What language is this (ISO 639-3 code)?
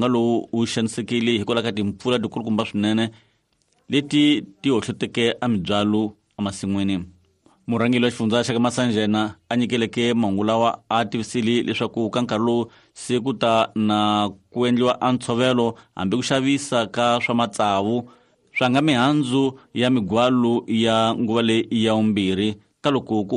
tso